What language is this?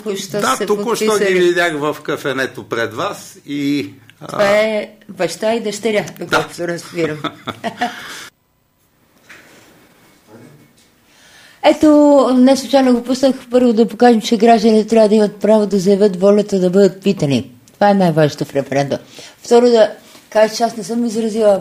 Bulgarian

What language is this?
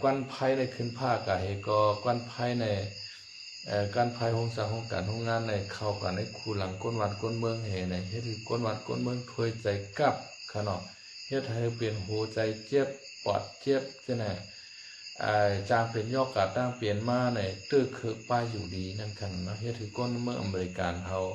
Shan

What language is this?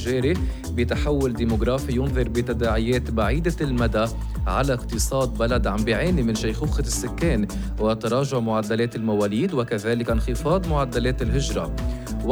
North Levantine Arabic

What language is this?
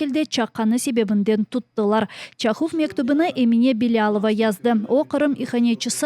Crimean Tatar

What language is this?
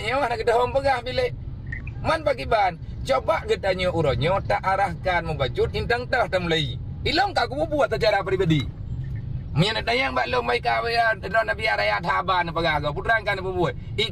Achinese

